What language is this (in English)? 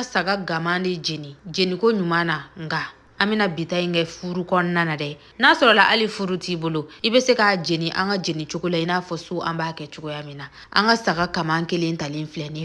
Bambara